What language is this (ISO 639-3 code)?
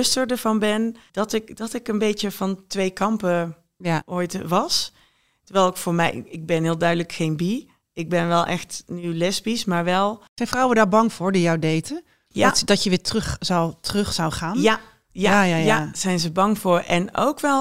nld